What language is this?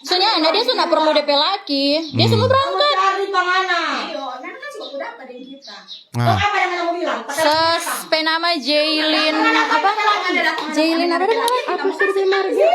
Manado Malay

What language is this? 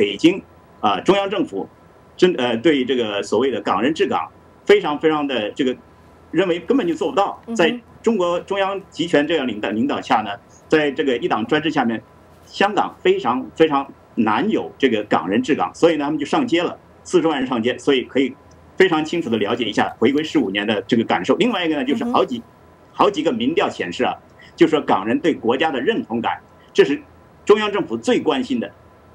Chinese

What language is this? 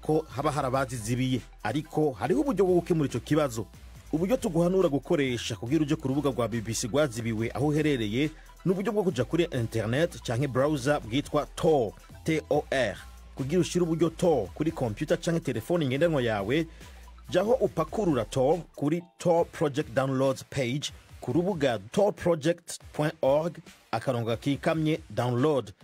Rundi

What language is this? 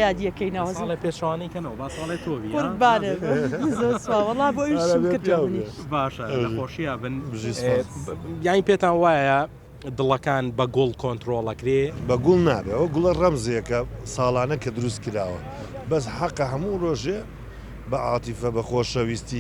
Central Kurdish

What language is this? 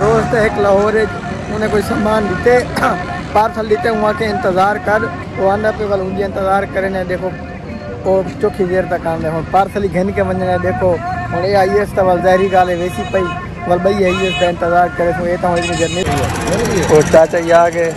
Saraiki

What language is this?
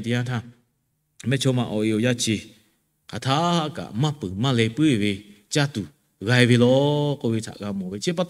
Lahu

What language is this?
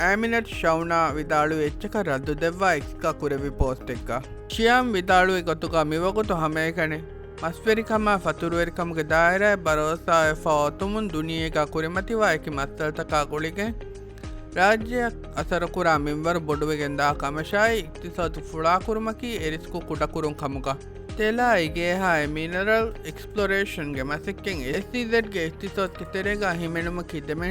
Divehi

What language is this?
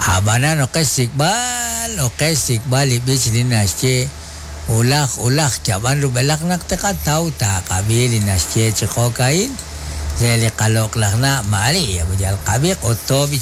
Kekchí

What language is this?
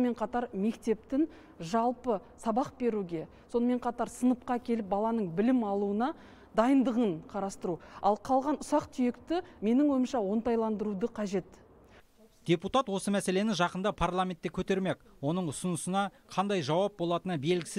Kazakh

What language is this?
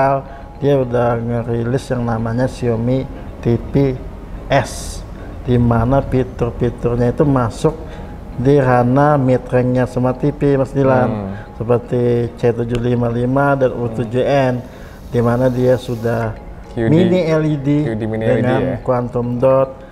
Indonesian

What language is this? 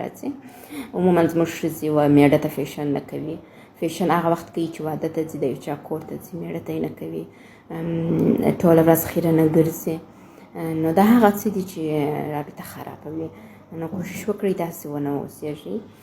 Pashto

